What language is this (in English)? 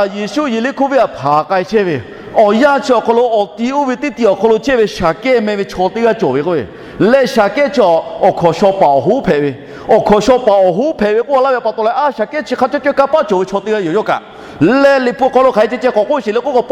Lahu